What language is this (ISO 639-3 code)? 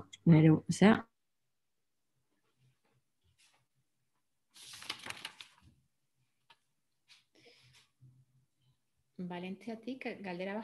eus